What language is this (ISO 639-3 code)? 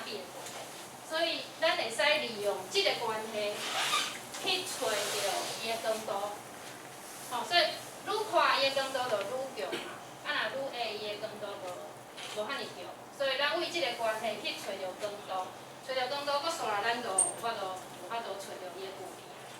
nan